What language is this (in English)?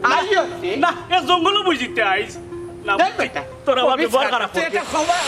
Sylheti